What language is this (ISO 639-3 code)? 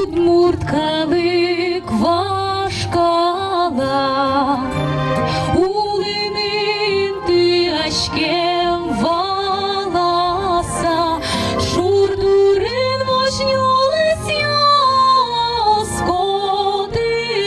udm